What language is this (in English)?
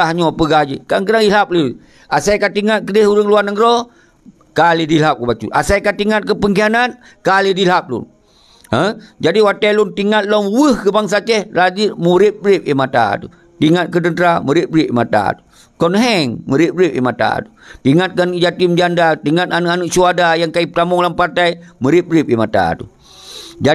Achinese